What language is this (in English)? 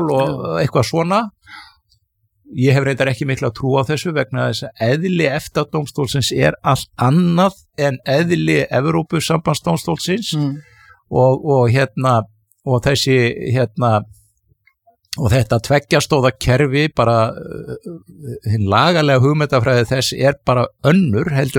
Icelandic